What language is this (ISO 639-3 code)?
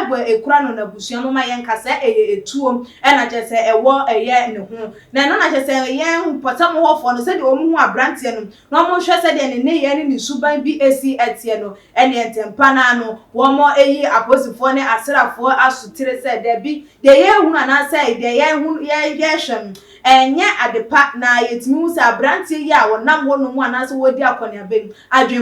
aka